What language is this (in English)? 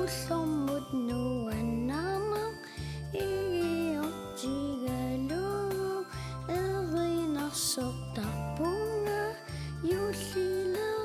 Kalaallisut